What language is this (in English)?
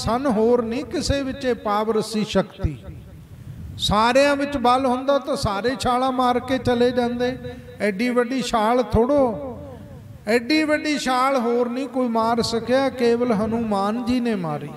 Punjabi